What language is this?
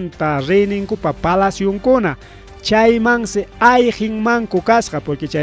Ayacucho Quechua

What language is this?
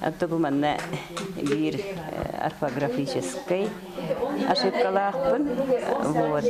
Yakut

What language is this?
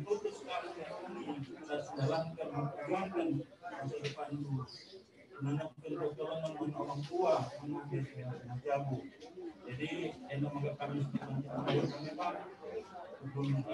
Batak Karo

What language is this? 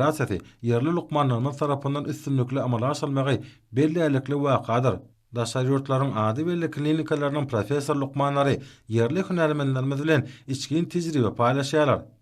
Turkmen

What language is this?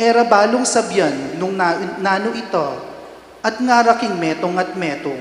Pampanga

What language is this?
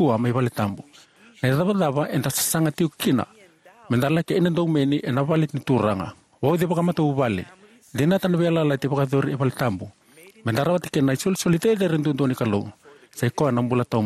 Fijian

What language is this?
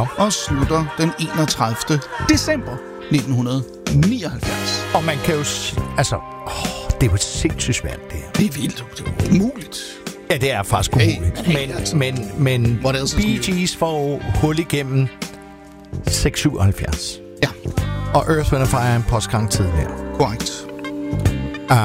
Danish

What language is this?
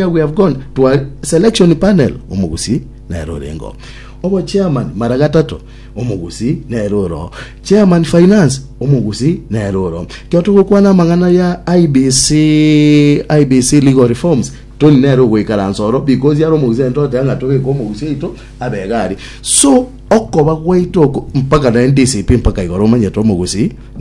Gusii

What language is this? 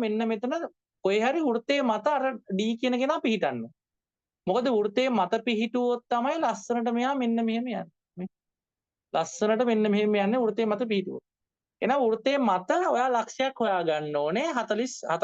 Sinhala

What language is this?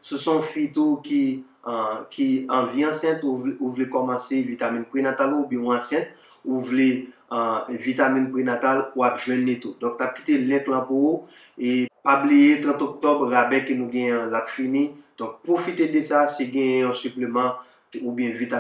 Haitian Creole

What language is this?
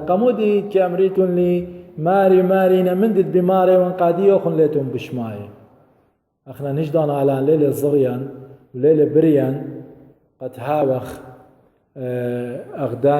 Assyrian Neo-Aramaic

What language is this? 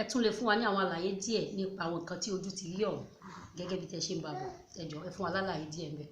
Yoruba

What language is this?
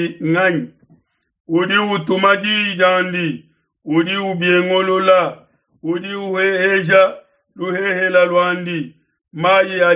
Luba-Lulua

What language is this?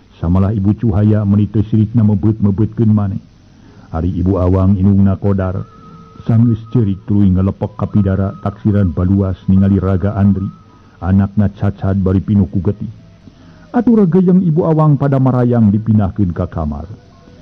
Sundanese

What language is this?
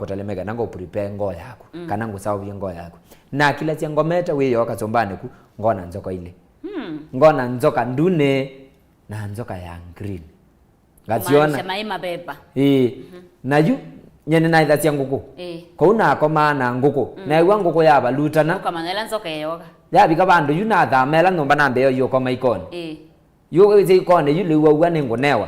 Kamba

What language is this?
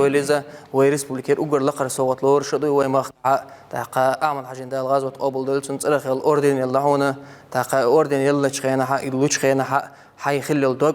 Chechen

